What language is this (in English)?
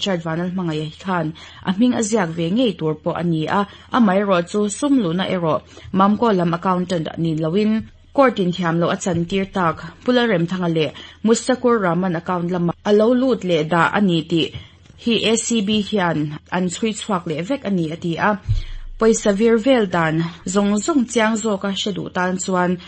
Mizo